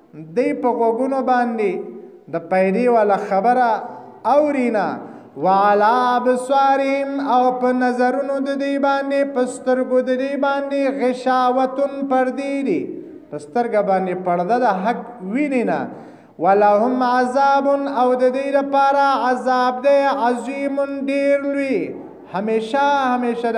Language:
Pashto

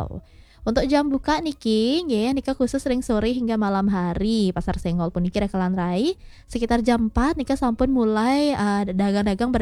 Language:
Balinese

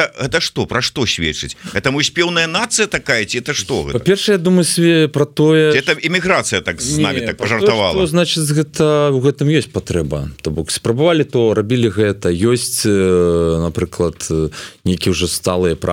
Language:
Belarusian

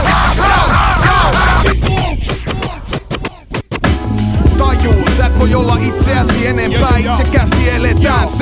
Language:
Finnish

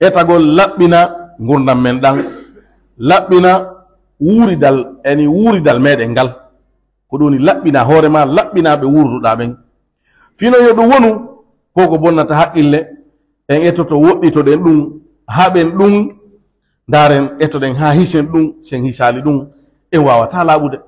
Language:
Pular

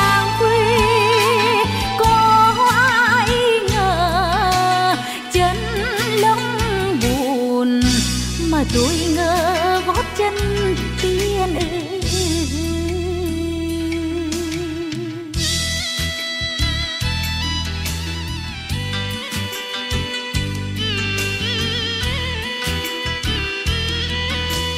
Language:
Vietnamese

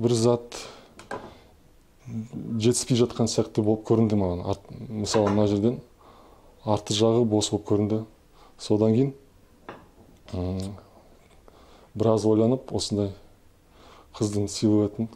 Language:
Kazakh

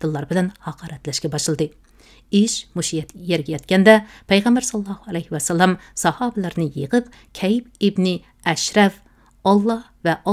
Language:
Uyghur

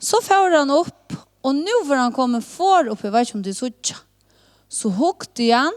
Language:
Faroese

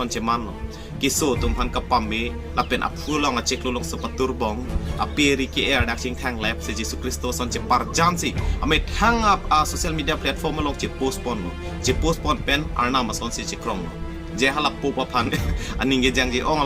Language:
Karbi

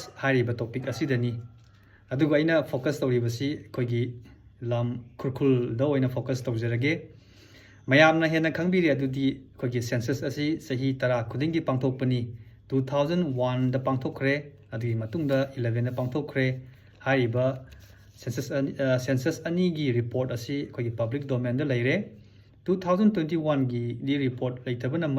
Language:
Manipuri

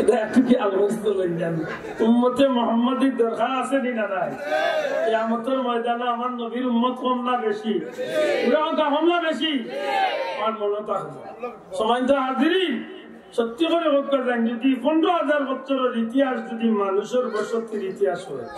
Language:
Sylheti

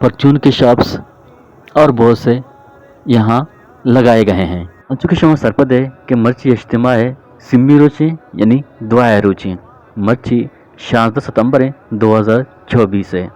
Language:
Eastern Balochi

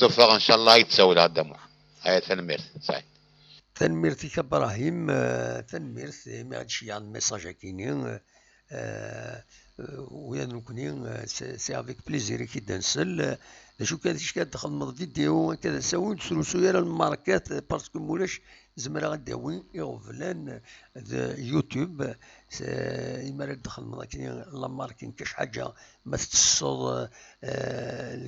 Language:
Kabyle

